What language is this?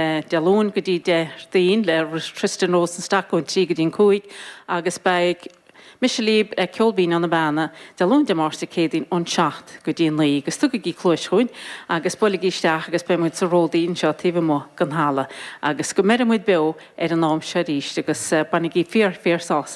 Irish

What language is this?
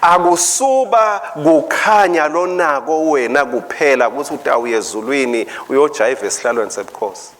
Swati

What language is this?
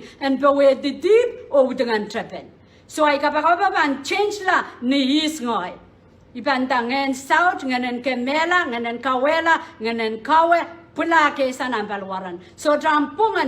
Pohnpeian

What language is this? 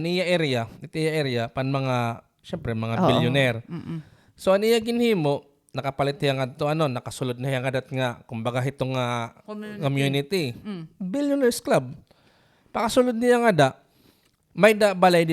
Waray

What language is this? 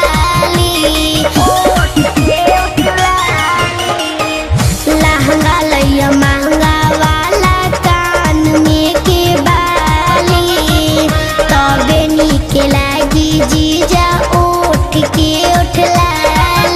Bhojpuri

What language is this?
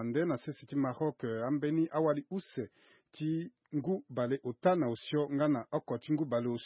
Sango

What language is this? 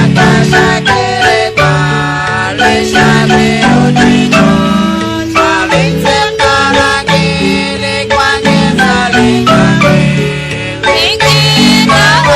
Kekchí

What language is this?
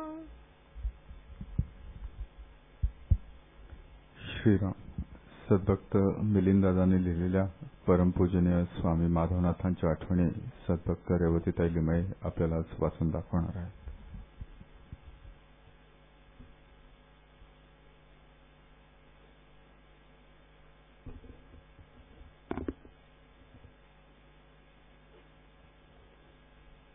Marathi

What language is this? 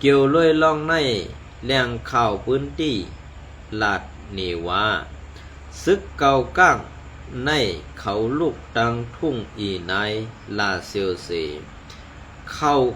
Shan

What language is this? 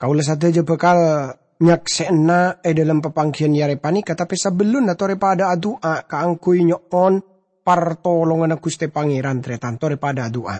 Madurese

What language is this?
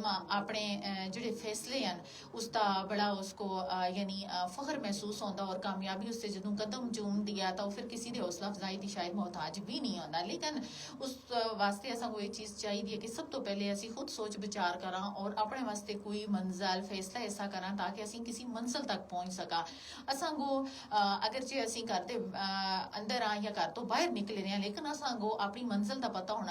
Gujari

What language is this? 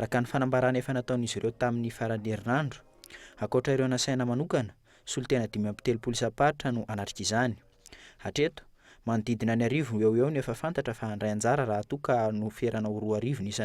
Malagasy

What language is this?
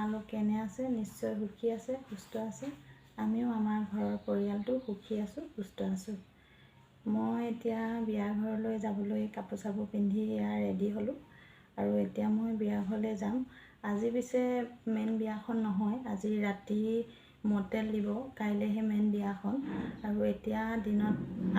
Assamese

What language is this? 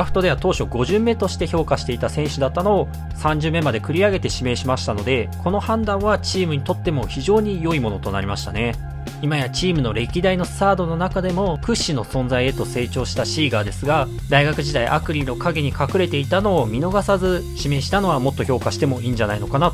Japanese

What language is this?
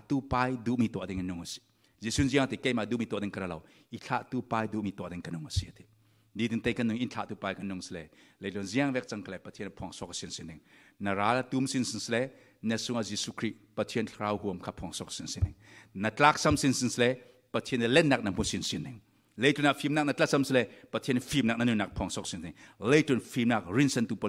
Falam Chin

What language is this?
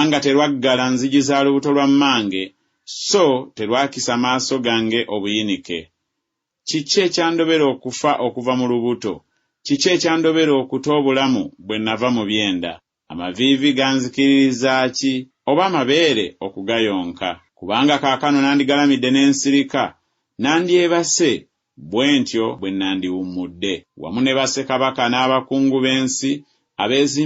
Ganda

